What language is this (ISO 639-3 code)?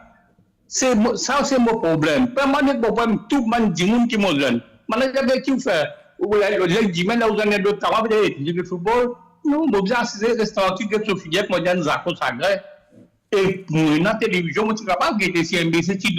mfe